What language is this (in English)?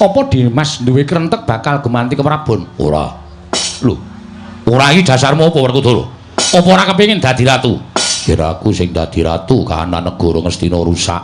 Javanese